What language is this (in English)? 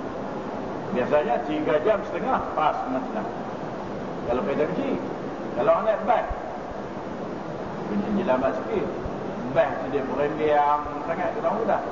Malay